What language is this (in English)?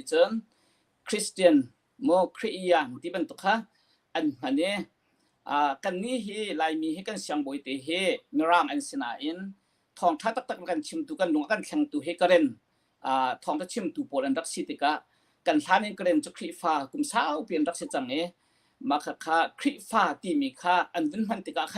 Hakha Chin